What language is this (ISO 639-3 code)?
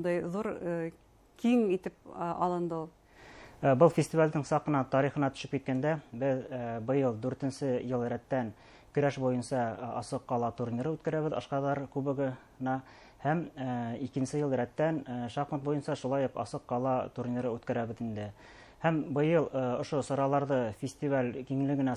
bak